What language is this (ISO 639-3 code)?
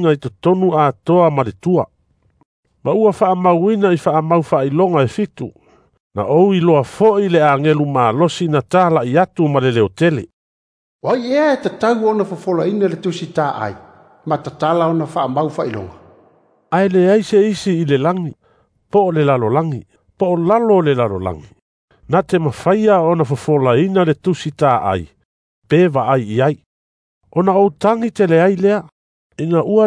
smo